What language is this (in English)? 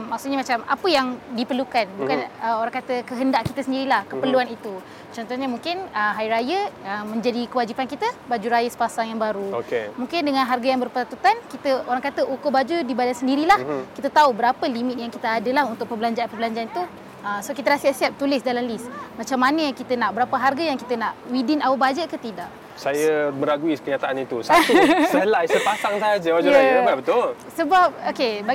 Malay